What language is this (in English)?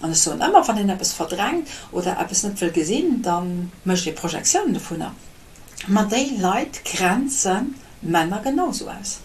Luxembourgish